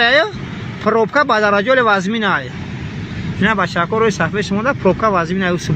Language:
Tajik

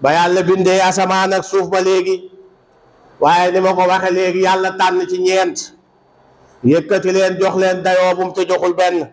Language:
Wolof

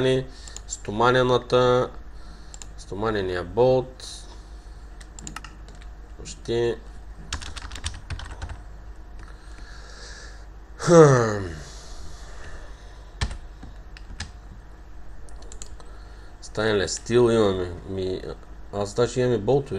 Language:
Bulgarian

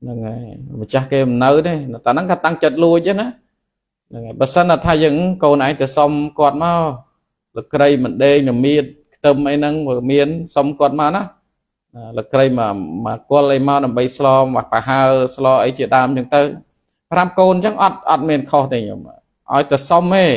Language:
Khmer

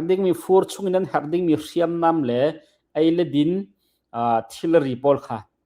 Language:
Hakha Chin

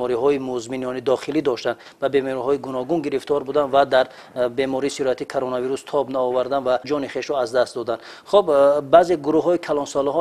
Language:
Tajik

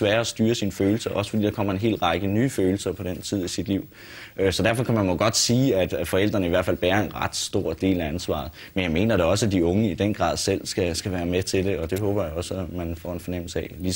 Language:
Danish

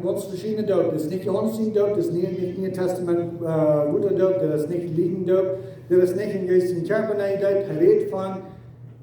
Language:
Plautdietsch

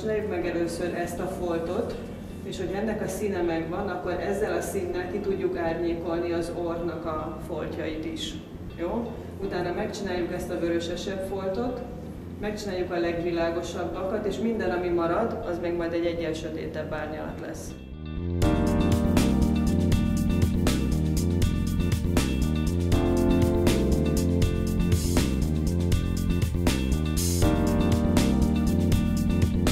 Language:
Hungarian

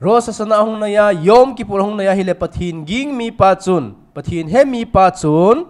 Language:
Thado Chin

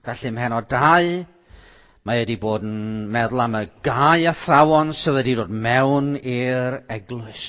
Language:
Welsh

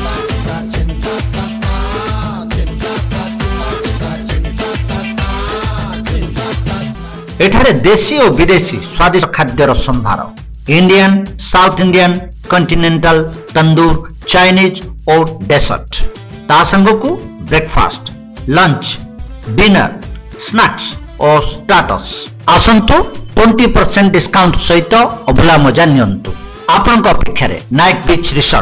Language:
Odia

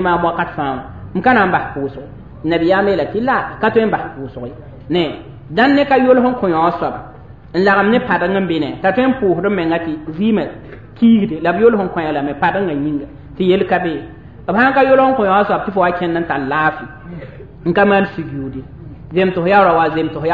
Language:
Mossi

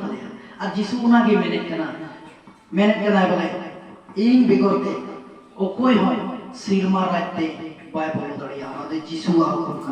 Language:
Santali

